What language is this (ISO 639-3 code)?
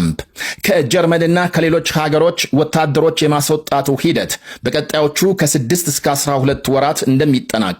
amh